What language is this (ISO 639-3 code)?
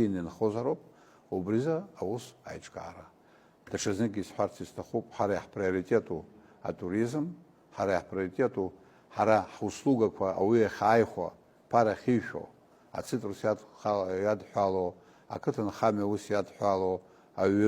abk